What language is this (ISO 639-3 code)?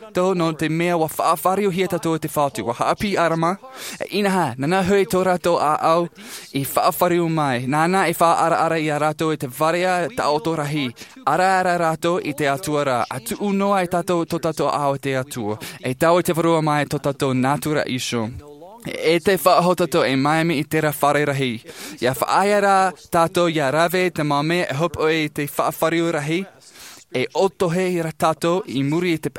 tah